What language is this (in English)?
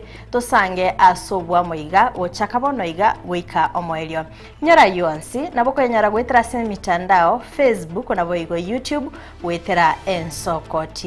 Gusii